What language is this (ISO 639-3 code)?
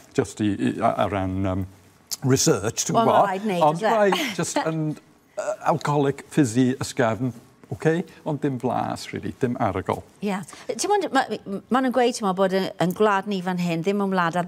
cym